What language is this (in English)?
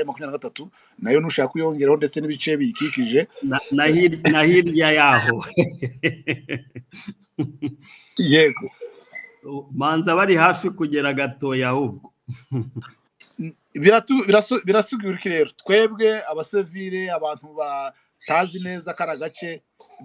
Kinyarwanda